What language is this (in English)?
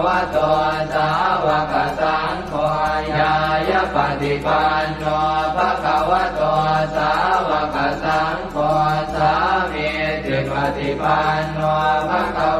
Pali